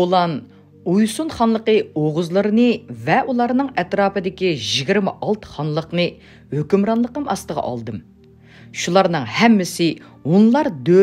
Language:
Uyghur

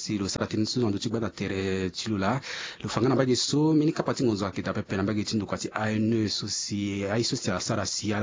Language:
Sango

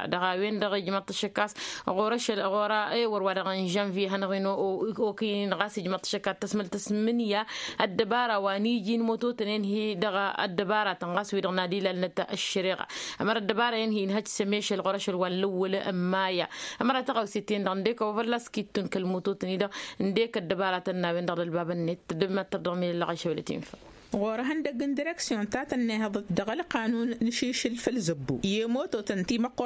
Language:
Tamasheq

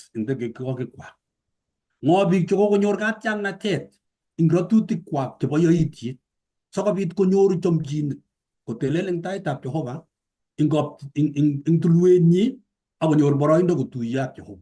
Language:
Kalenjin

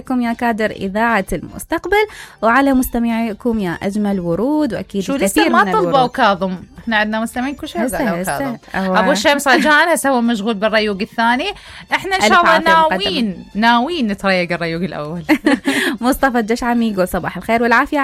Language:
Mesopotamian Arabic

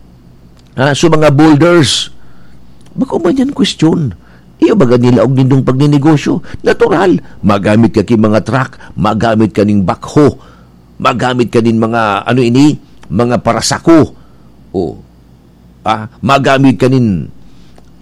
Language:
Bikol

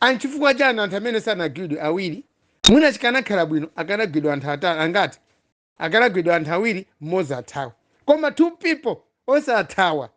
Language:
Nyanja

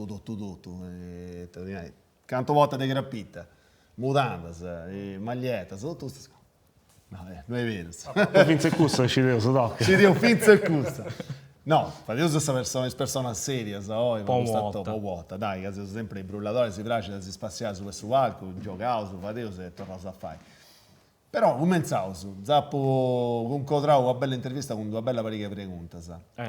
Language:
Sardinian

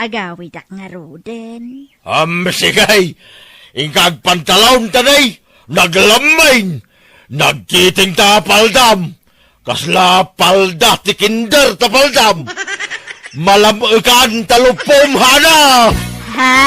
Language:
Iloko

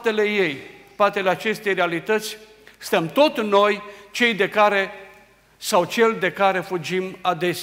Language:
Romanian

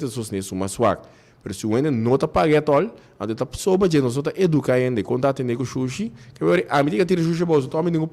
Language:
Papiamento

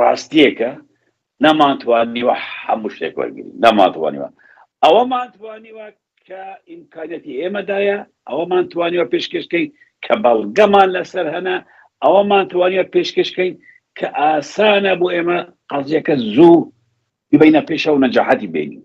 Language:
Central Kurdish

